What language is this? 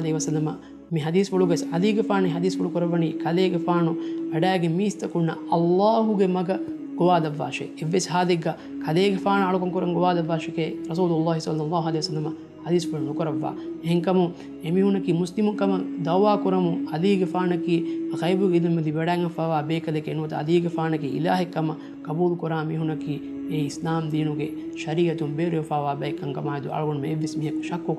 Divehi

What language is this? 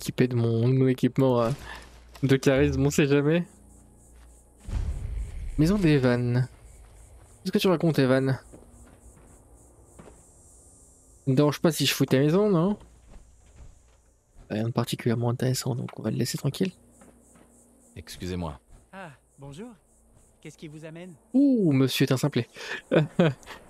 French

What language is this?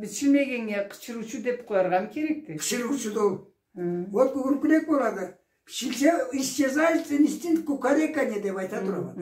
Karachay-Balkar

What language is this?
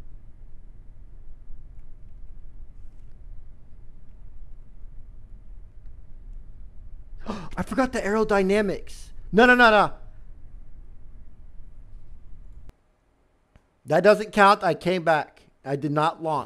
English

